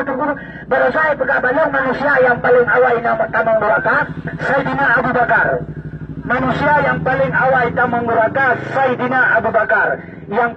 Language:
Achinese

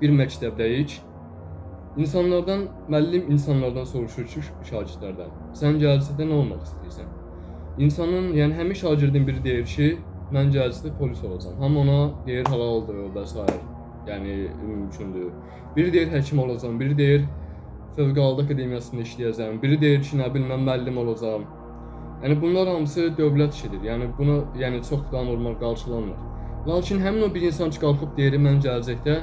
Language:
Azerbaijani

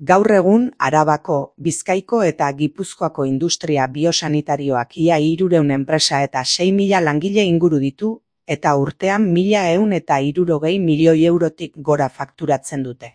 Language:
Basque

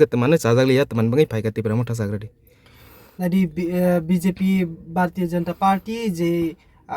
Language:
Kok Borok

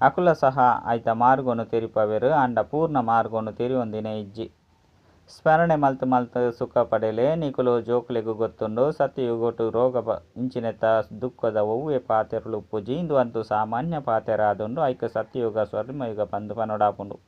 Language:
Tulu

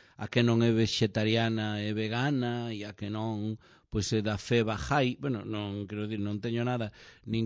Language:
Galician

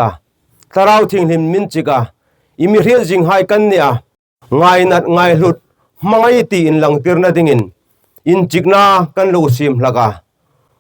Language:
Hmar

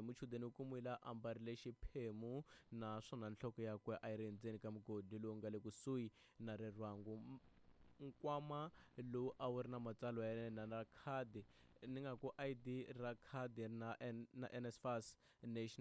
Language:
Tsonga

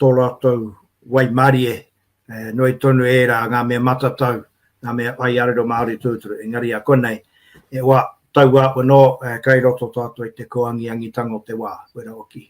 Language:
Māori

